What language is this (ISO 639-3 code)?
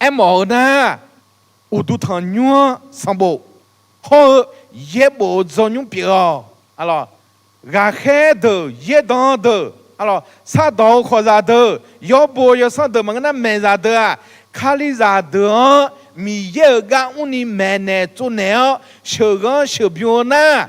ahk